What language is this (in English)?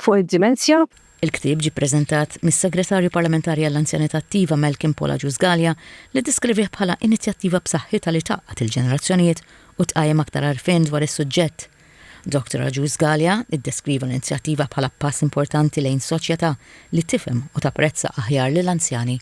Maltese